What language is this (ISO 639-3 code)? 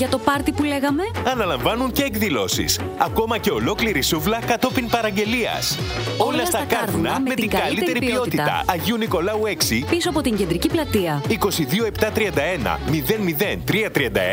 ell